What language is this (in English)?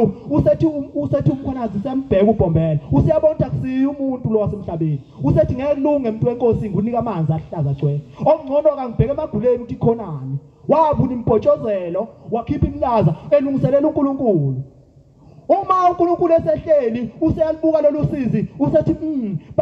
Zulu